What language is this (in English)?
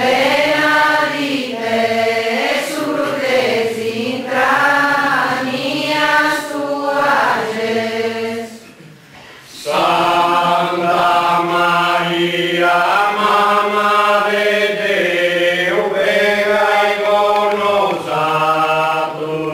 Sardinian